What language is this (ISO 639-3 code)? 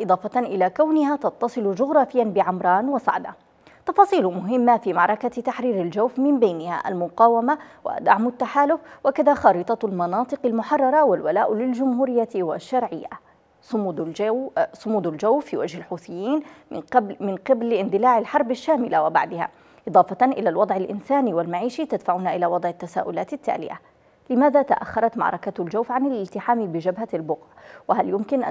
ara